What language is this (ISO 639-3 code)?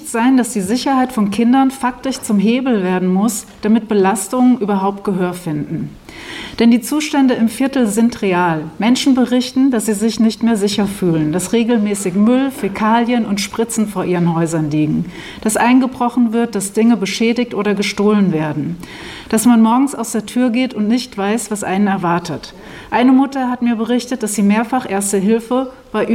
deu